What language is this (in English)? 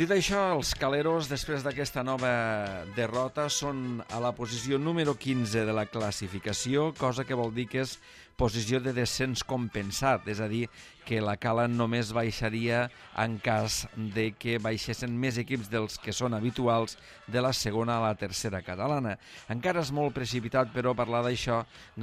Catalan